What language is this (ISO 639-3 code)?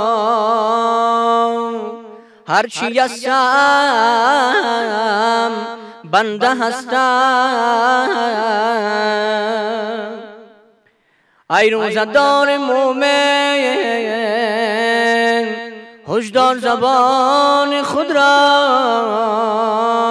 fas